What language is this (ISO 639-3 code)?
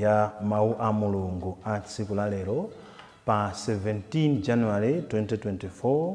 nya